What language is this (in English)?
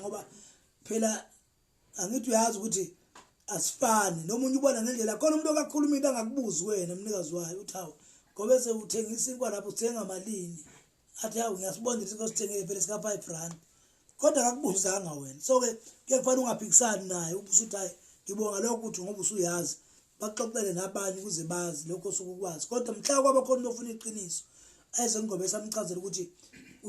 Zulu